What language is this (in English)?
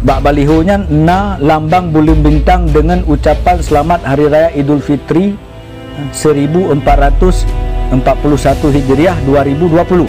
Achinese